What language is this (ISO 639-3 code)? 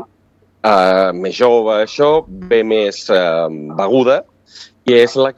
cat